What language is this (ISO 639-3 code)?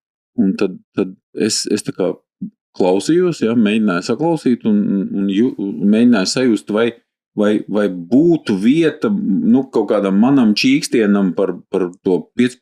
lav